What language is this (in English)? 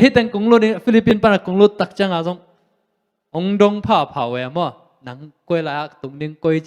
Tedim Chin